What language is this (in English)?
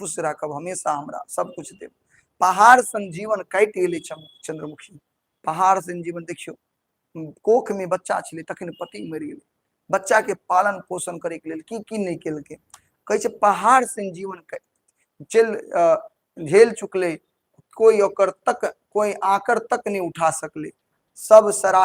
Maithili